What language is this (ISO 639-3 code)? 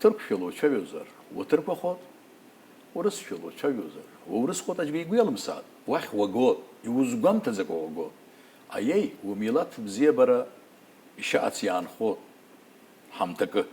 abk